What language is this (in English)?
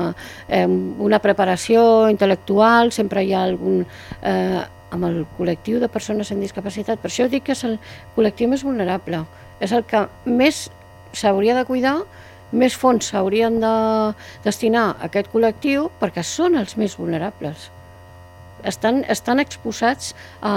Catalan